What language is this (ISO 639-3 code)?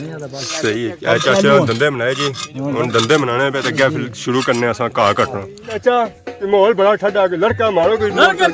phr